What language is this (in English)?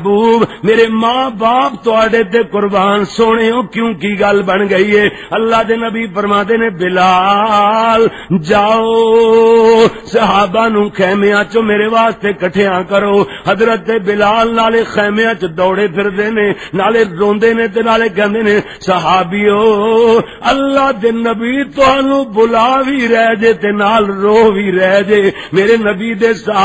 Western Panjabi